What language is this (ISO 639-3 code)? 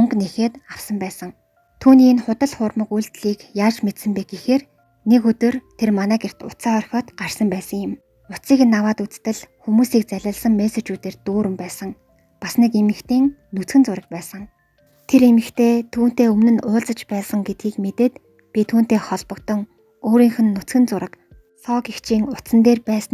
mon